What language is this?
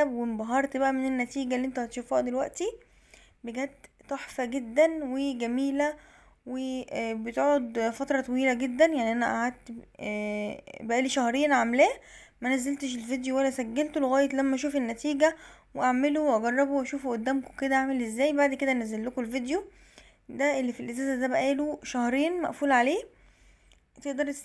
Egyptian Arabic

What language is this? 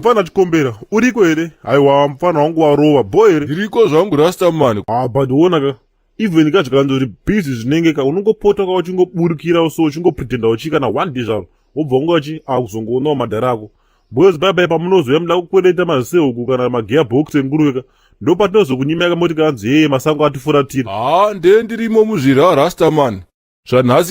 Shona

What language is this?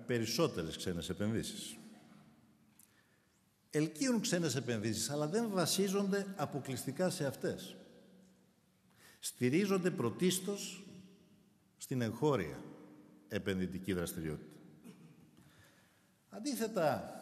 Greek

